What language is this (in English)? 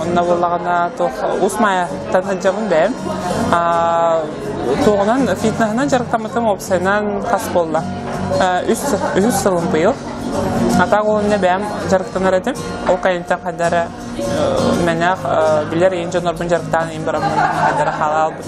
Yakut